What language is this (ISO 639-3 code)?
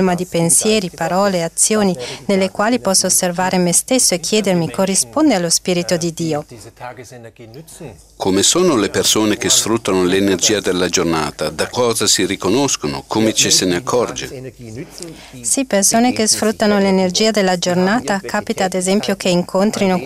ita